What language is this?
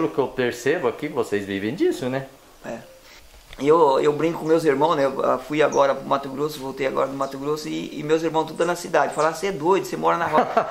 Portuguese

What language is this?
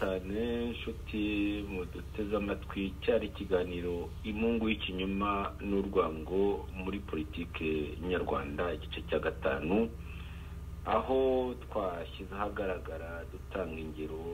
Kinyarwanda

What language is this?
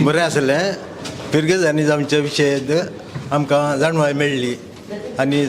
Konkani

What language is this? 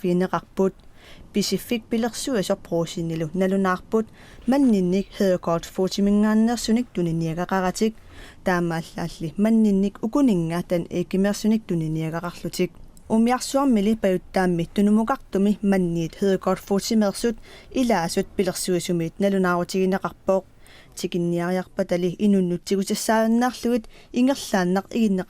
Kalaallisut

